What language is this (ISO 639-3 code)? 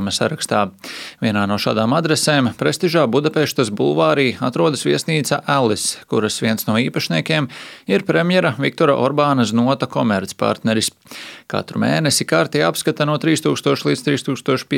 lav